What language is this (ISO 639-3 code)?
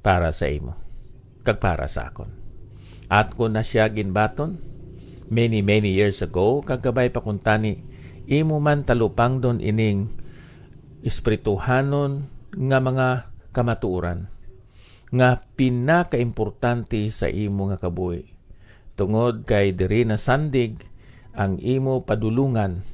hil